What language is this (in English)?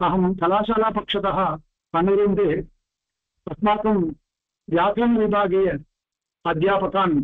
Sanskrit